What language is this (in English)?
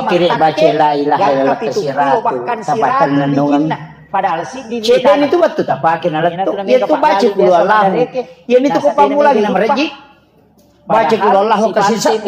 Buginese